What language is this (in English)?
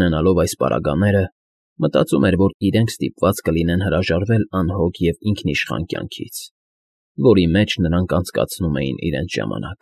Armenian